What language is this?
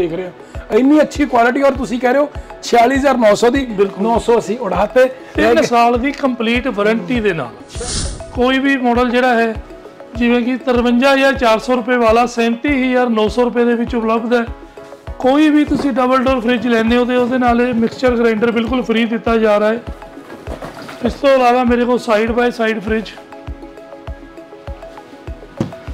Punjabi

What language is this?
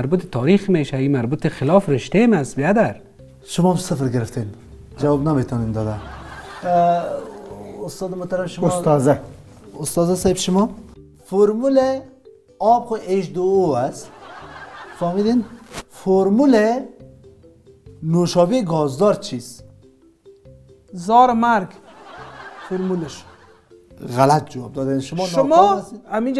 Persian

